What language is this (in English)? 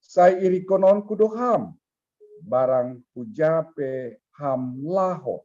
Batak Simalungun